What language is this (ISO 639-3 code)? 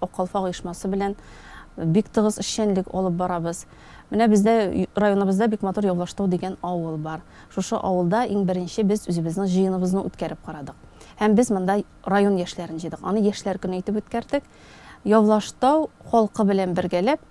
tat